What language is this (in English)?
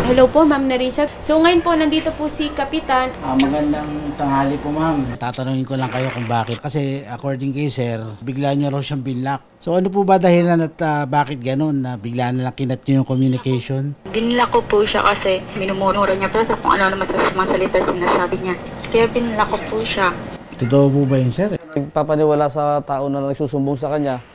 Filipino